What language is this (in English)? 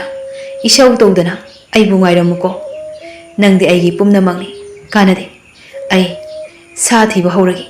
Manipuri